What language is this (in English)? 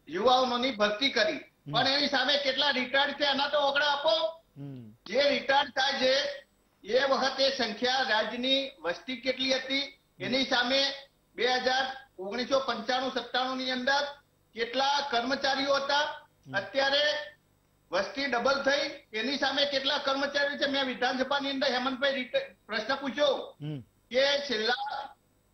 Gujarati